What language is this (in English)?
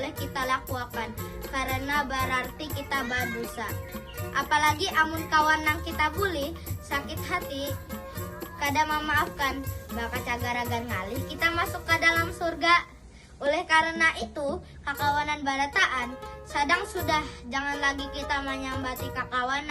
Banjar